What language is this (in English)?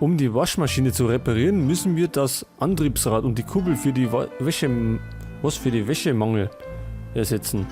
Bavarian